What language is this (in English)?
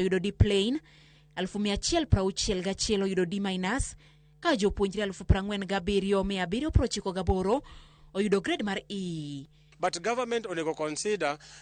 Luo (Kenya and Tanzania)